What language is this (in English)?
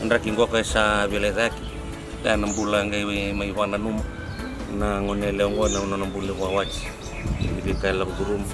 Fijian